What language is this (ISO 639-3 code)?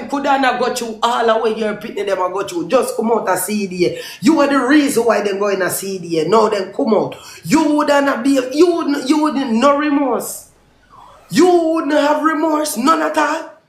jam